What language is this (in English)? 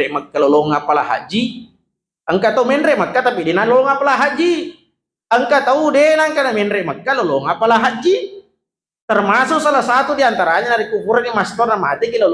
Buginese